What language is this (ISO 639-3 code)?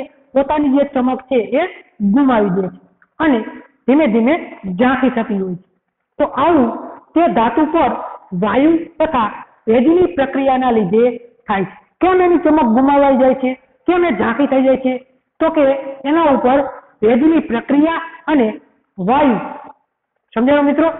guj